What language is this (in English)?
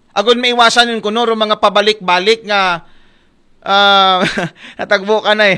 Aklanon